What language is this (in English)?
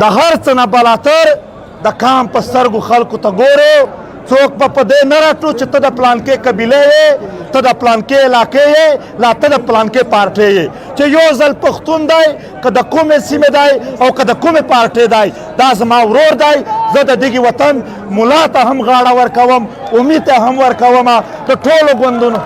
Pashto